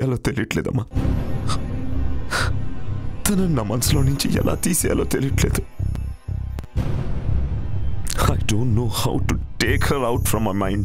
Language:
Telugu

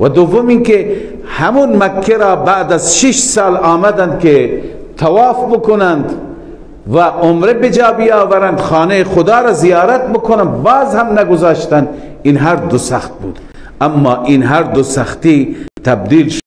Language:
Persian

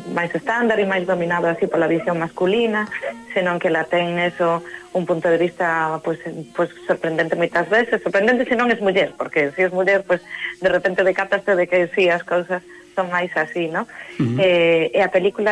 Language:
Galician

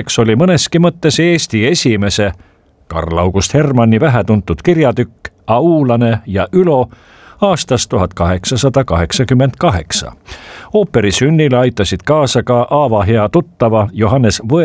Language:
Estonian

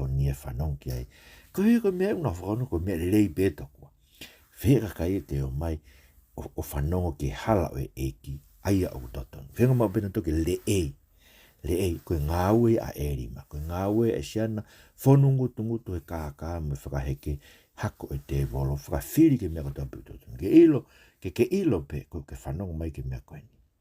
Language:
Tongan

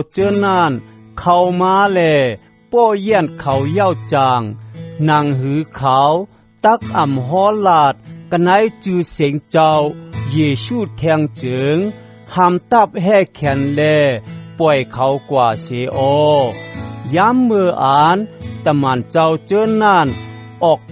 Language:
Shan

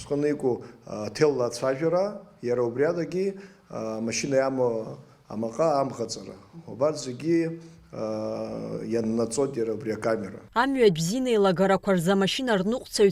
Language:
Abkhazian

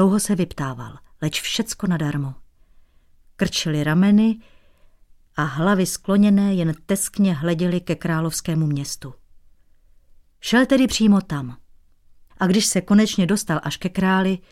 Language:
Czech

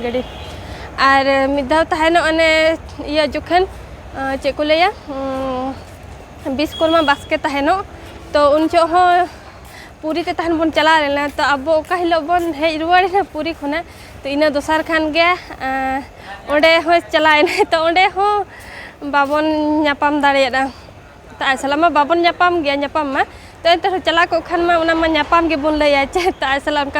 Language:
Santali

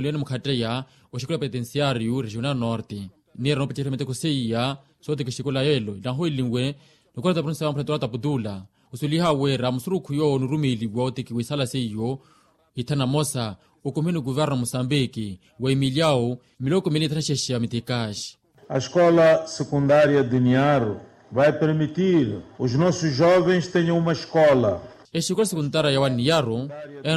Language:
Makhuwa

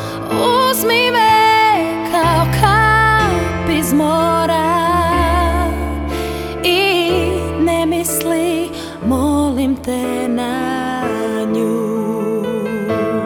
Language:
Croatian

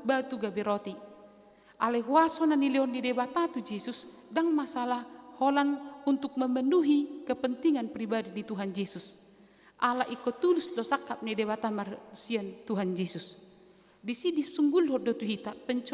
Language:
Batak Toba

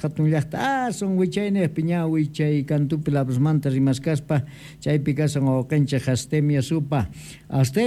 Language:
South Bolivian Quechua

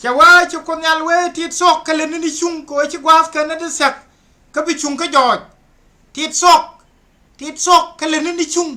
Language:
Nuer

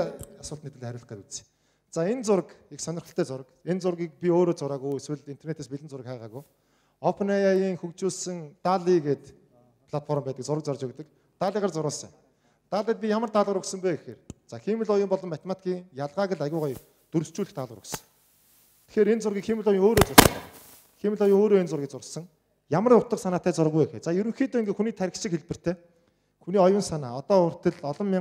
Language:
Mongolian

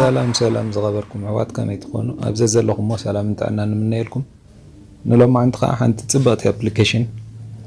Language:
Tigrinya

